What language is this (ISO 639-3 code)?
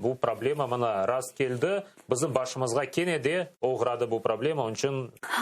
crh